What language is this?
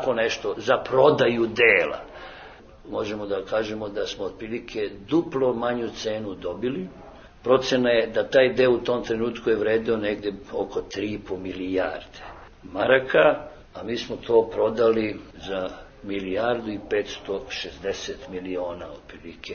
Serbian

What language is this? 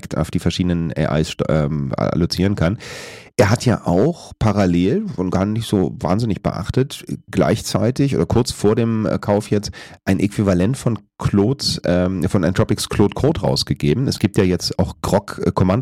German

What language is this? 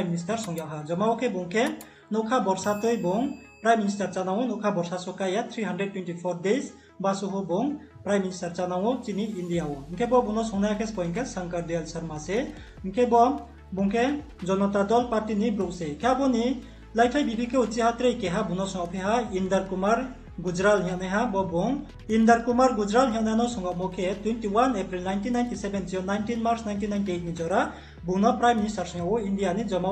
Riang (India)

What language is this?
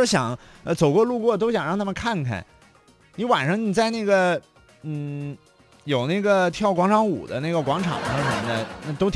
Chinese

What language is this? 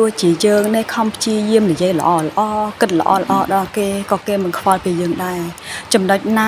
Khmer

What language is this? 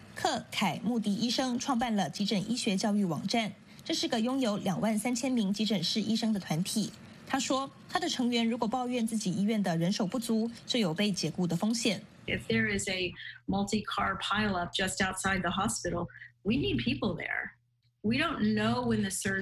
Chinese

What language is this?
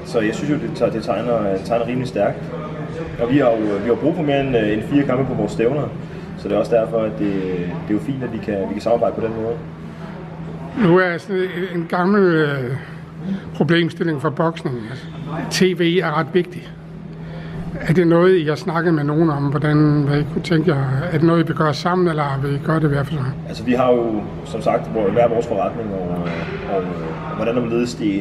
Danish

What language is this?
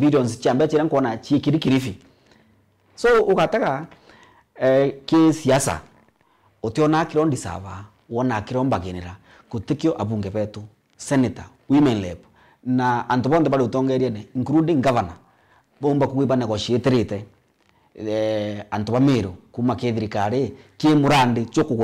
Meru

